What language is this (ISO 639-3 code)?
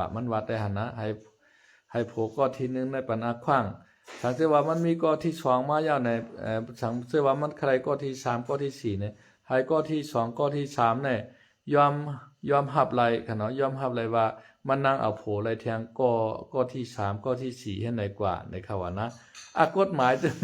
shn